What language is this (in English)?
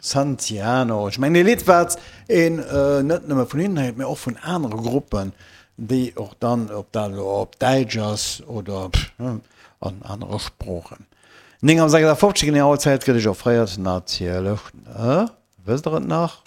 Luxembourgish